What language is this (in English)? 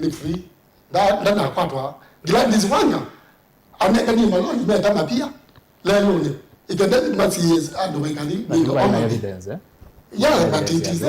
Kamba